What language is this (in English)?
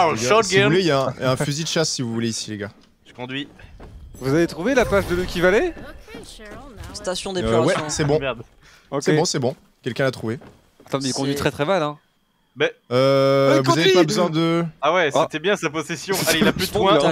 French